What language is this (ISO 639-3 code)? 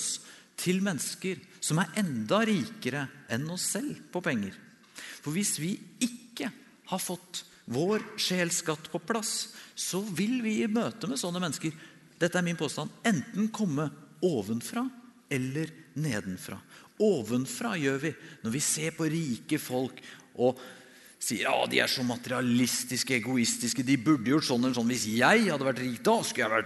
nor